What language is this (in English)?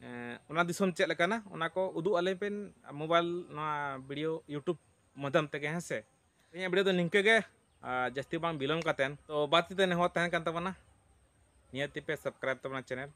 Santali